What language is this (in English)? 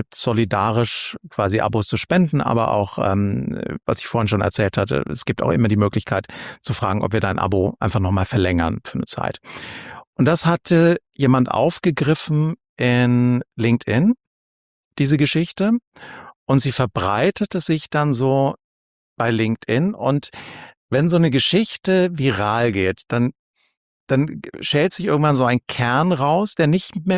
German